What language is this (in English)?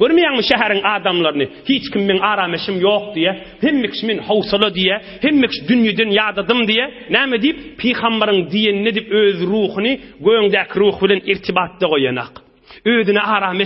Turkmen